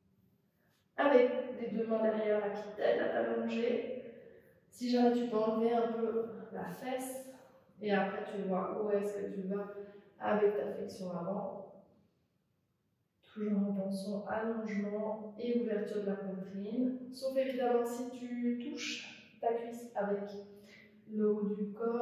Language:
French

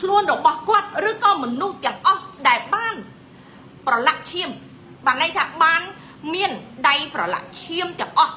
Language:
Khmer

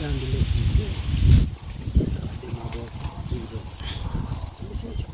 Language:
Jamaican Creole English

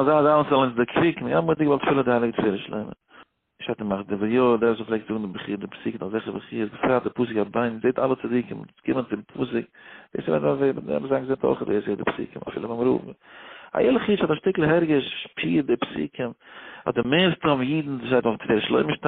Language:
Yiddish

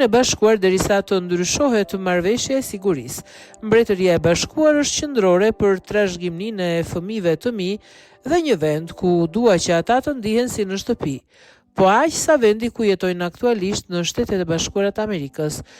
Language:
Albanian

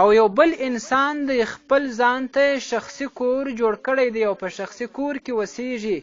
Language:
Pashto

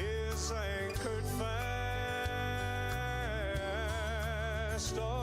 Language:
Gilbertese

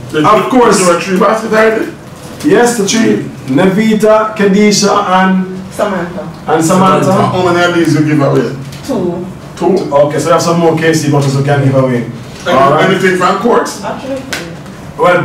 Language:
Jamaican Creole English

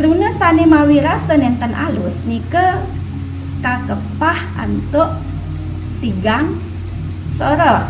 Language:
Balinese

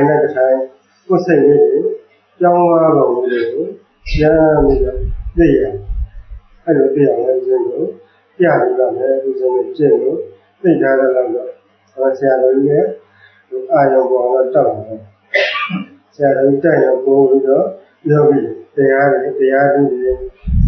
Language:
Burmese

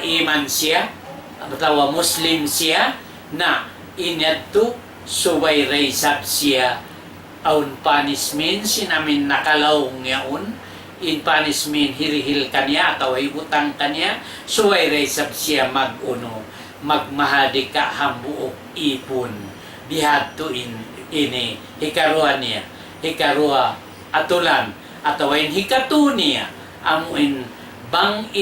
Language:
Tausug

